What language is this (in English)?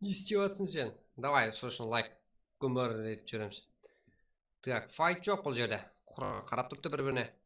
Kara-Kalpak